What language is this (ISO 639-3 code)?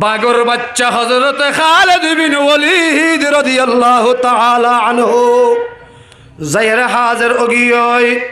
rhg